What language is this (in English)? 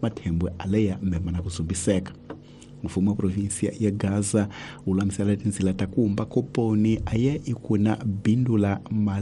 Tsonga